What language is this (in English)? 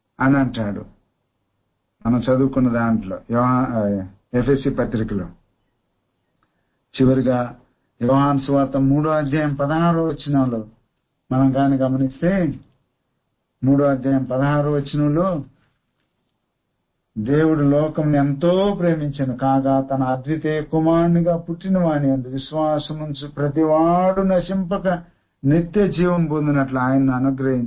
Telugu